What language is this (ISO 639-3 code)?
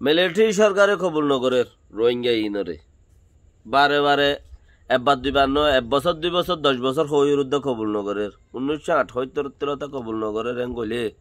rhg